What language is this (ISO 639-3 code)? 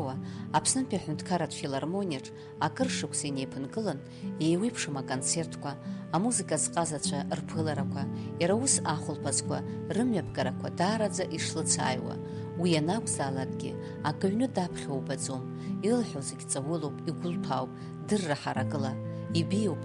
abk